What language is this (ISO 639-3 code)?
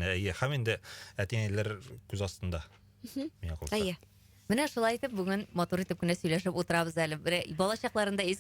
tat